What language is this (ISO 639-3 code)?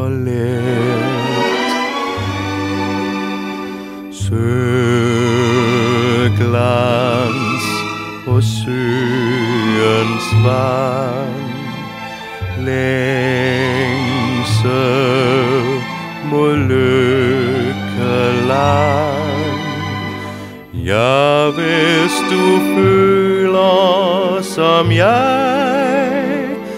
dan